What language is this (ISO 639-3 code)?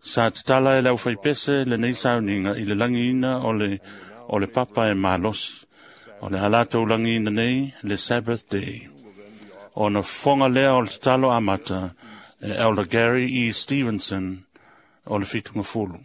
smo